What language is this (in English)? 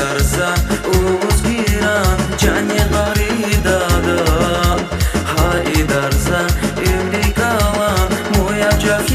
Tabassaran